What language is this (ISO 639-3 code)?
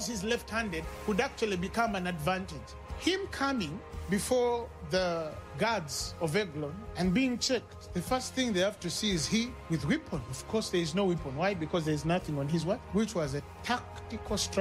eng